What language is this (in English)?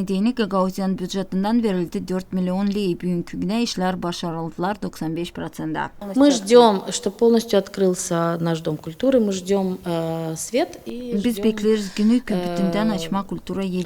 Gagauz